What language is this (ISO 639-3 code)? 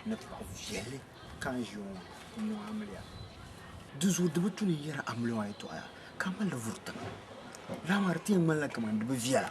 dag